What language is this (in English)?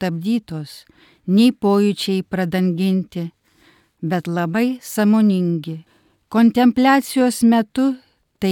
Lithuanian